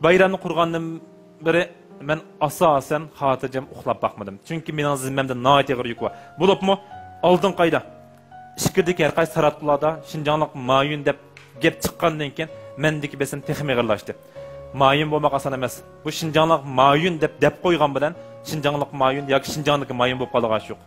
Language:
Uyghur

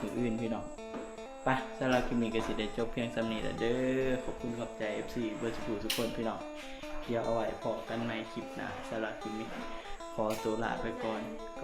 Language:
Northeastern Thai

